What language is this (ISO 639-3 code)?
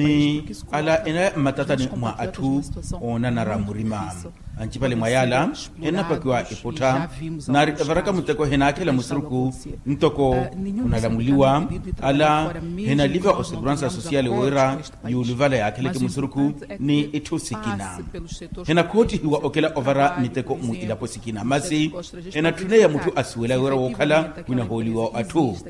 vmw